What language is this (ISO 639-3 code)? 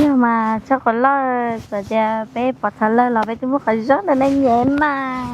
hmn